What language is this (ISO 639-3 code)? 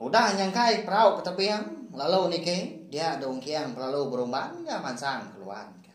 iba